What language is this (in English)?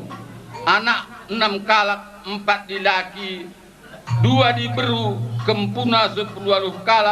Batak Karo